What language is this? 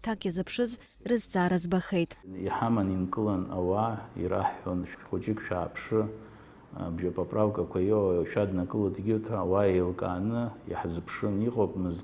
Abkhazian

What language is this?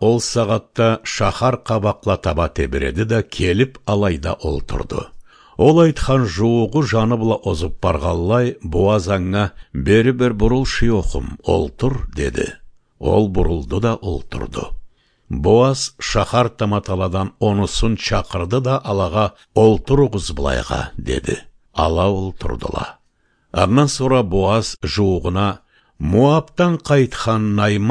Karachay-Balkar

